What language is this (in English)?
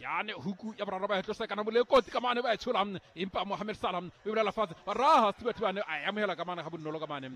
Southern Sotho